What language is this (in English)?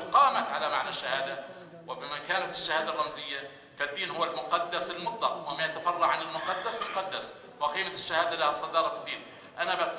Arabic